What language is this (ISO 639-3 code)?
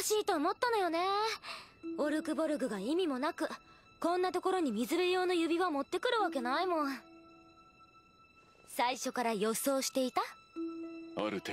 jpn